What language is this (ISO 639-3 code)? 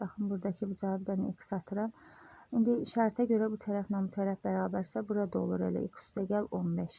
aze